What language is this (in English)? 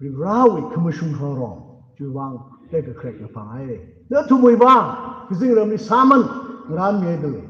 Tangkhul Naga (India)